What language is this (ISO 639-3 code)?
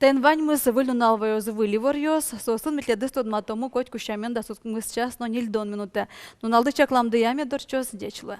udm